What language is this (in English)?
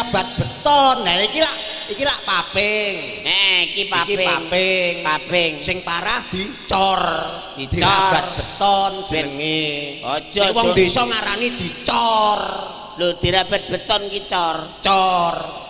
Javanese